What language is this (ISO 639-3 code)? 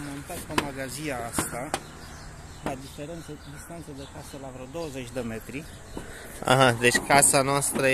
ron